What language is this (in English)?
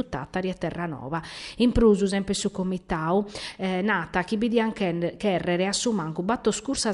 Sardinian